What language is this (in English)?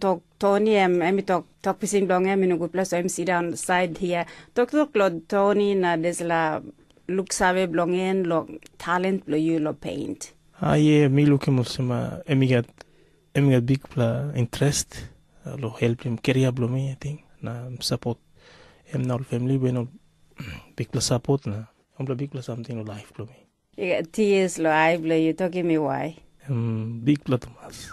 Tok Pisin